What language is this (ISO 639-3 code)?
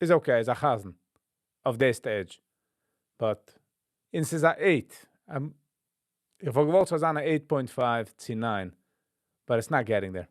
yid